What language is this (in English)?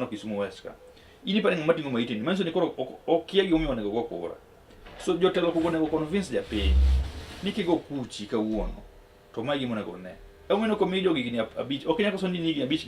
Luo (Kenya and Tanzania)